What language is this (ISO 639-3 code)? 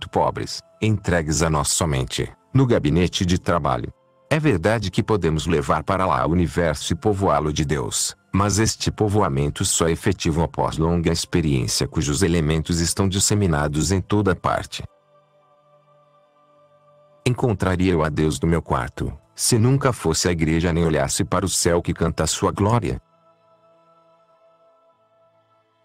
por